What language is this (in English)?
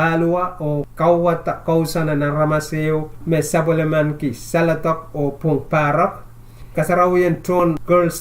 Pohnpeian